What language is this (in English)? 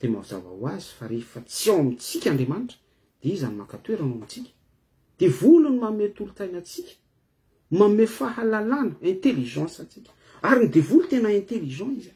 Malagasy